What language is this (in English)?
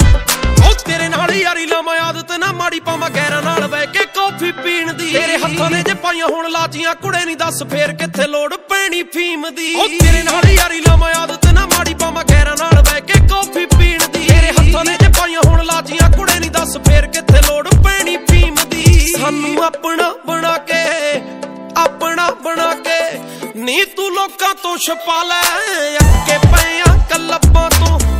Punjabi